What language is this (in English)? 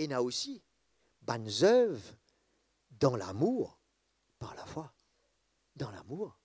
Morisyen